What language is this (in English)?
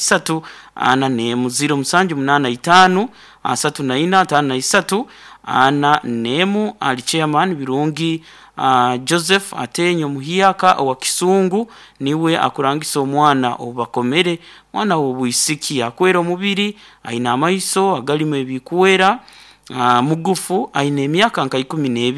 Nyoro